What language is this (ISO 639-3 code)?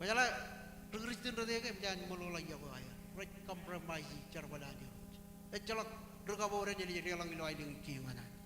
mah